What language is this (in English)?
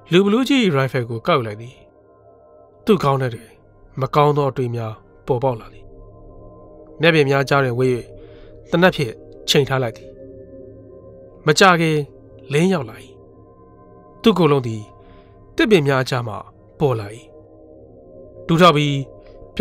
Burmese